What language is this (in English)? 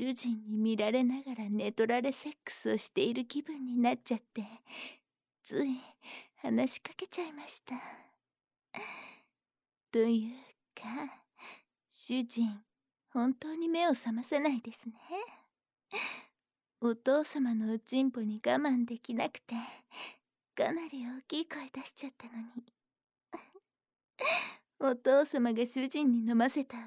Japanese